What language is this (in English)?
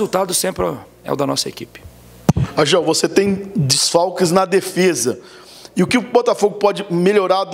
Portuguese